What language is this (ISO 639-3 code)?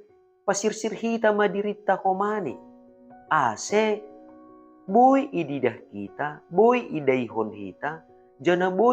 bts